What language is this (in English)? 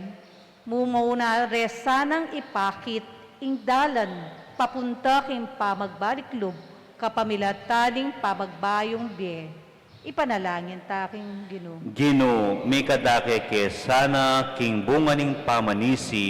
Pampanga